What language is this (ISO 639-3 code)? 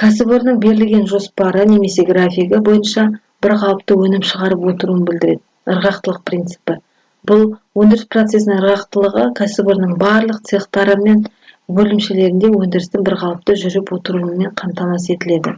kaz